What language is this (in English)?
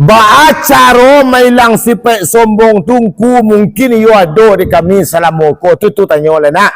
Minangkabau